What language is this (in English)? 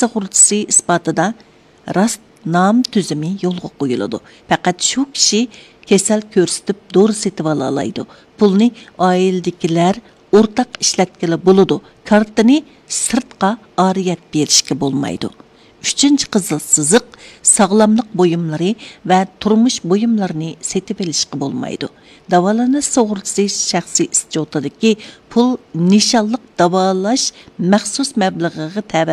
Uyghur